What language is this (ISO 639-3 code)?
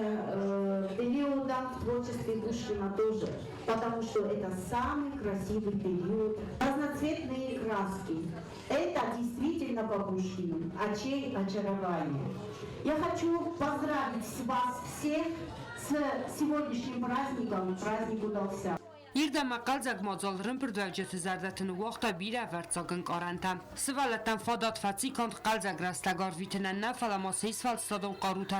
oss